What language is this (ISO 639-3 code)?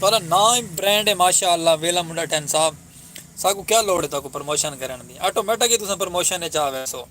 skr